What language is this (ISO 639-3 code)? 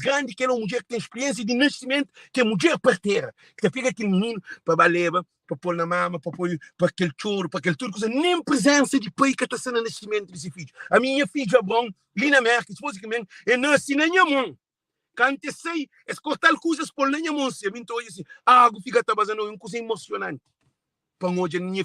kea